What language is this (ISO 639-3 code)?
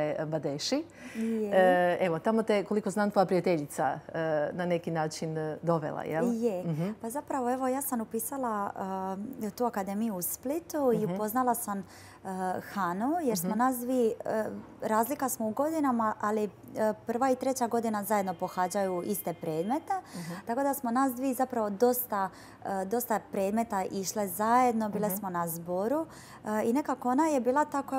hrv